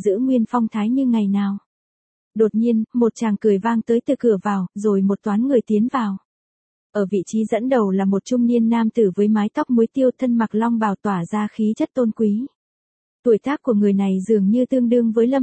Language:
Vietnamese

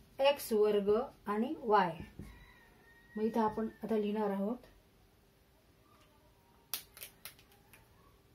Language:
Marathi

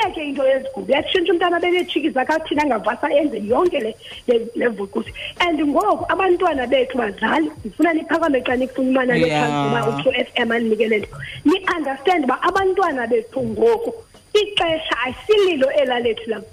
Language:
Xhosa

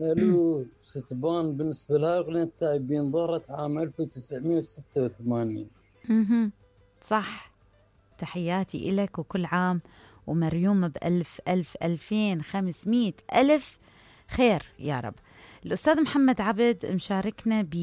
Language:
Mesopotamian Arabic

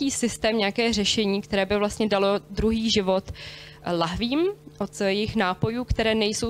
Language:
Czech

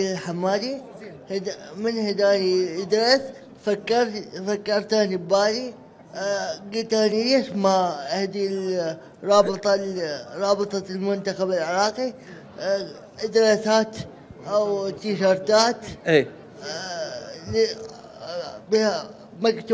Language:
Mesopotamian Arabic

